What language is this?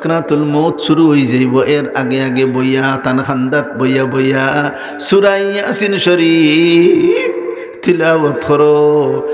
Sylheti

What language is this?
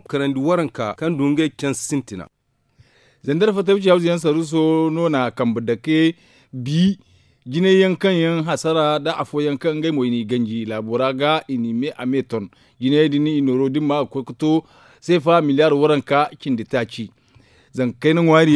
Zarma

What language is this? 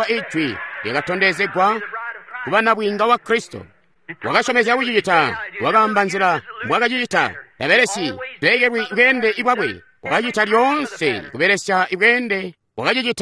Tonga (Zambia)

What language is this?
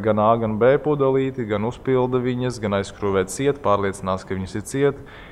Latvian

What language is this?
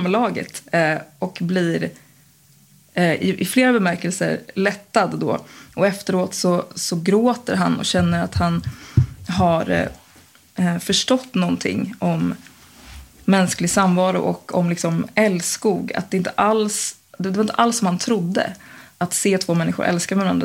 Swedish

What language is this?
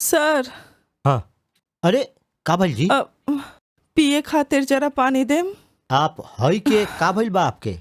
Bhojpuri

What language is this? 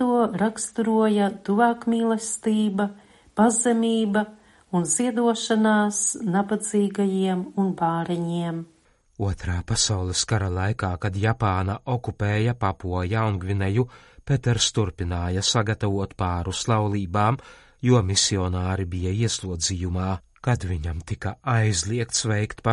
Latvian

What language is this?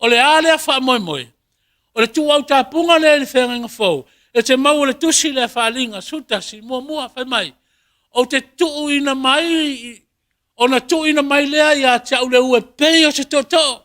Samoan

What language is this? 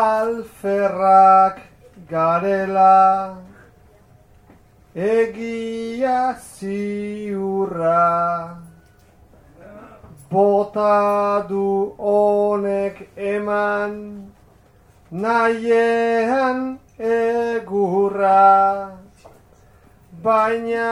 Basque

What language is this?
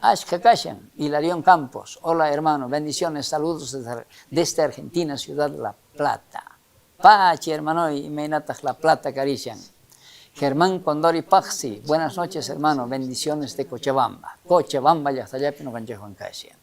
South Bolivian Quechua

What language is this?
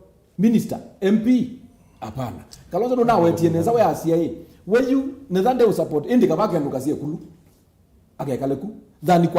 Kamba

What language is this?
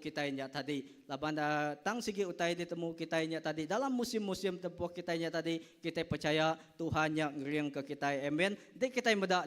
Iban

